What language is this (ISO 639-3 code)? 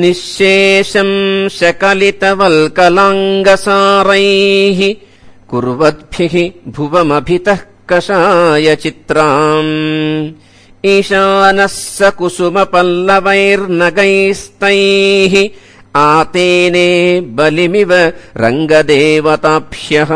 san